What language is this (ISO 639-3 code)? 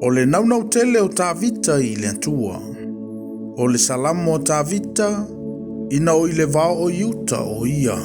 smo